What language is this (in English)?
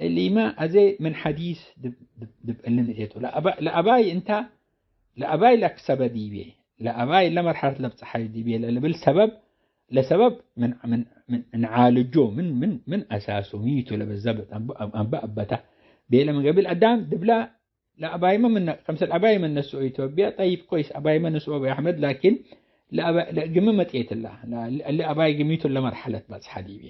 Tigre